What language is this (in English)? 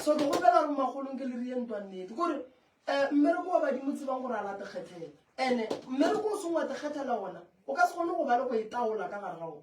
Northern Sotho